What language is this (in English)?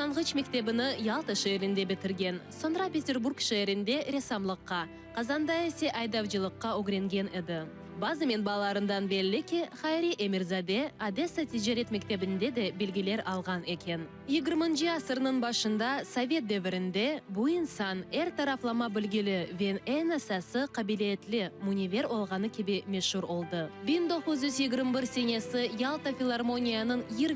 Crimean Tatar